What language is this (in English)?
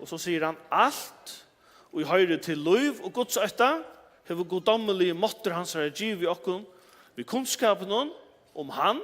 Faroese